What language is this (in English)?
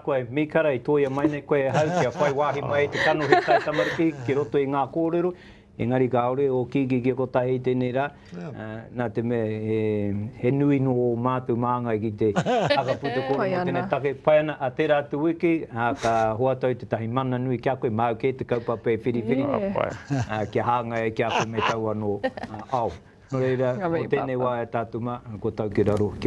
Māori